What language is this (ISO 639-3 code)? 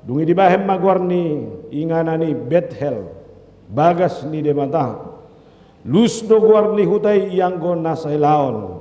bbc